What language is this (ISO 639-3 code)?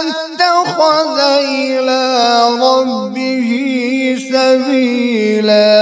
kas